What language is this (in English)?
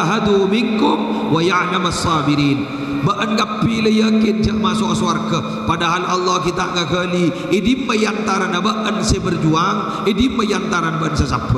Madurese